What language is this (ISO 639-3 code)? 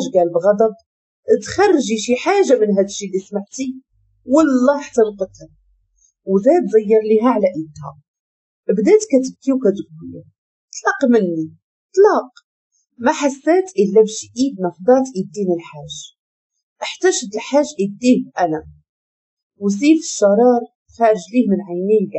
ary